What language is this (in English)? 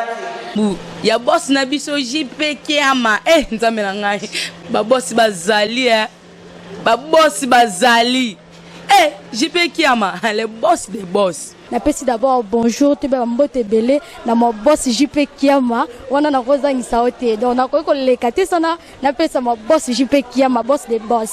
Lingala